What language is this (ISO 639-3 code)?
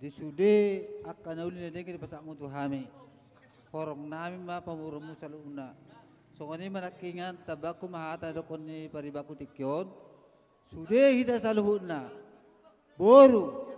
bbc